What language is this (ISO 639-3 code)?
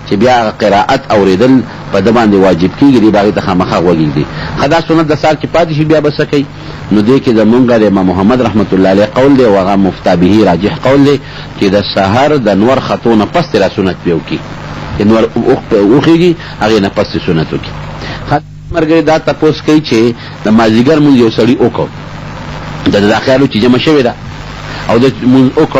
pus